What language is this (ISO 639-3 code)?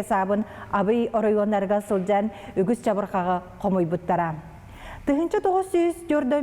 sah